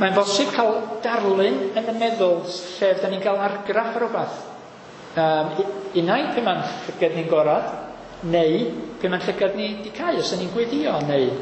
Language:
Welsh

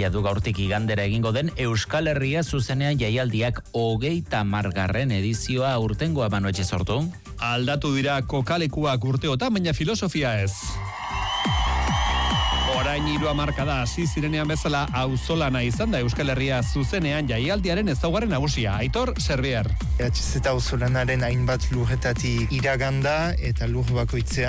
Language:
Basque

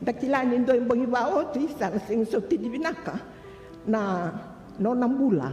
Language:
Fijian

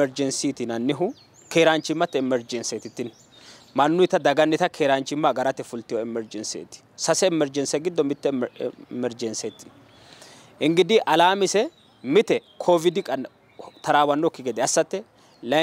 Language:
Sidamo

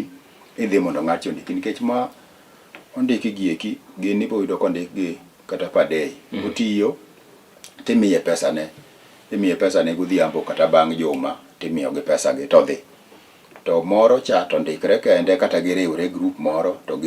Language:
Luo (Kenya and Tanzania)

